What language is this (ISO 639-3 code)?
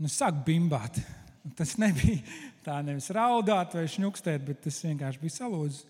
lav